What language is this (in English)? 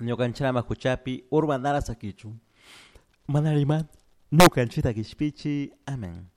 Chimborazo Highland Quichua